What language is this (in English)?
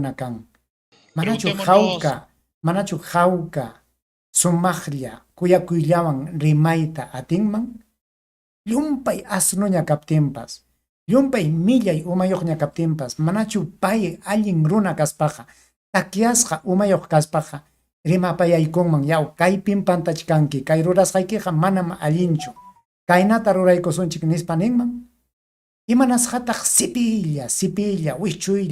Ayacucho Quechua